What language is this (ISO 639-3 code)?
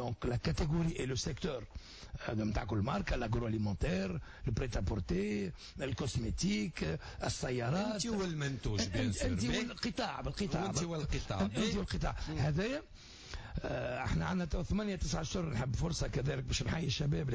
aeb